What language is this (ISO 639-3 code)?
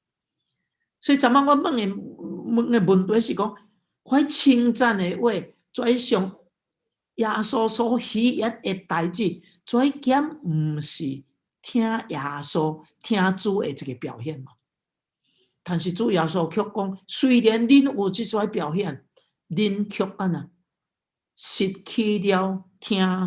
nan